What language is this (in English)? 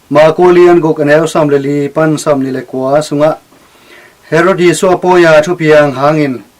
Tedim Chin